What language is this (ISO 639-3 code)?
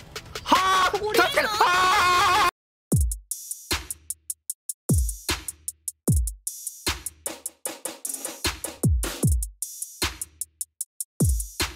jpn